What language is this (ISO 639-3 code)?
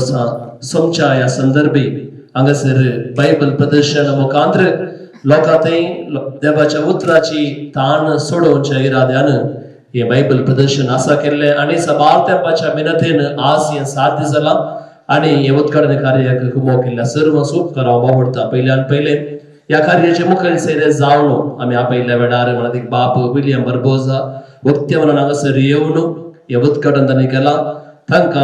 kok